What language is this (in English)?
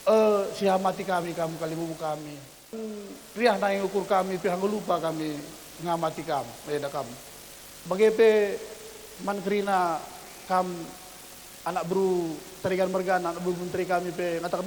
Batak Karo